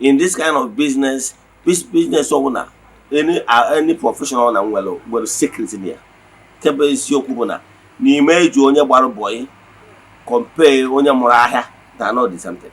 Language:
Igbo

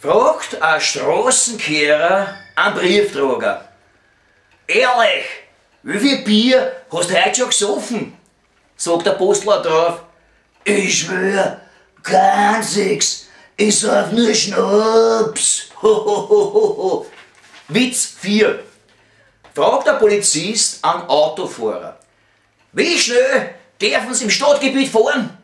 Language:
Bavarian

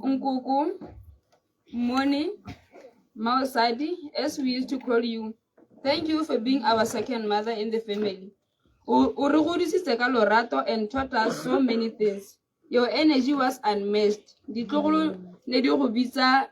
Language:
Tswana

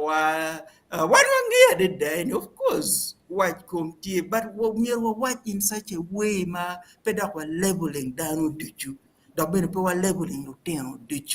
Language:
Acoli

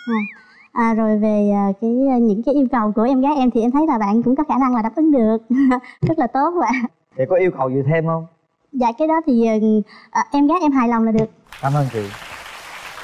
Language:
Vietnamese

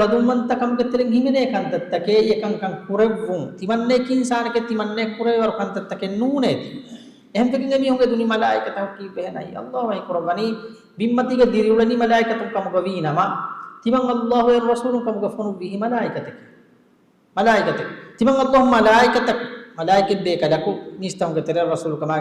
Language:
Divehi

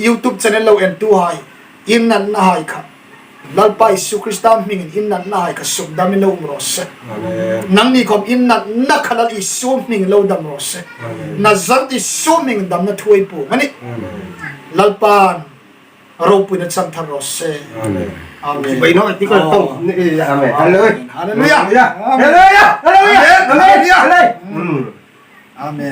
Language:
Hmar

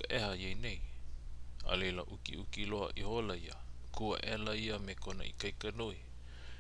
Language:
Hawaiian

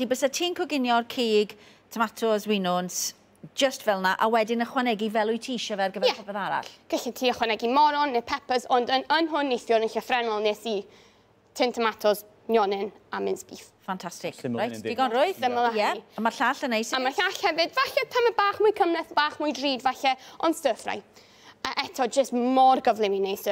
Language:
Welsh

